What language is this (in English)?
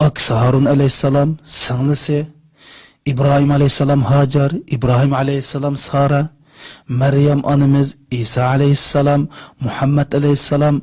Uyghur